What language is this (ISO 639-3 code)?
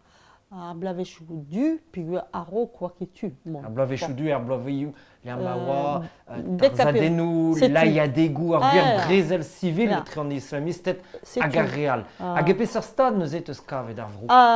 bre